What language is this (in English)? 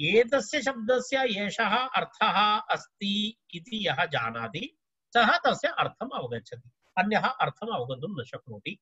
Sanskrit